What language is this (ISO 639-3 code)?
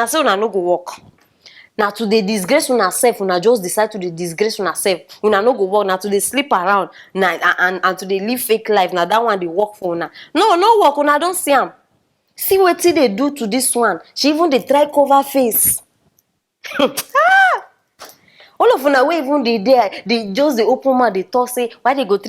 pcm